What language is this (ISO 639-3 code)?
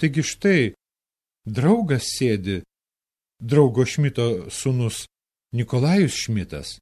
lit